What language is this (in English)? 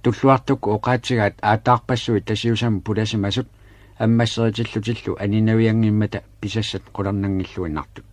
Kalaallisut